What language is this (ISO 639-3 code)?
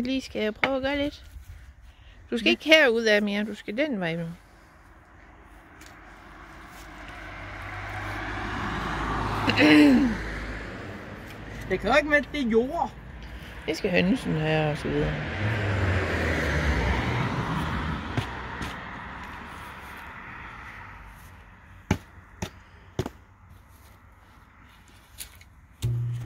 dan